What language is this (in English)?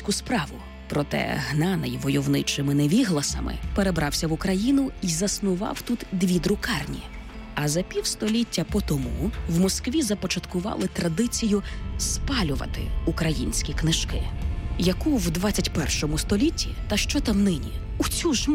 Ukrainian